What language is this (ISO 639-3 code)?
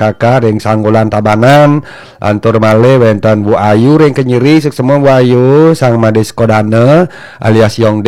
ban